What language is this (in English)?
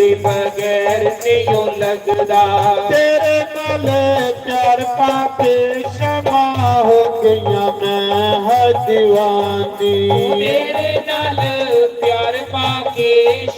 Dogri